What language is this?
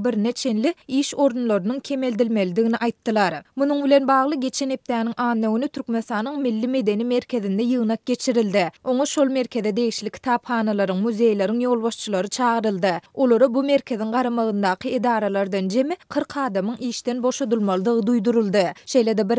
Turkmen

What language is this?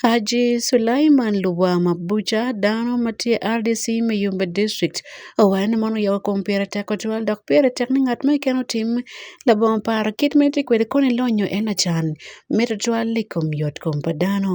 Acoli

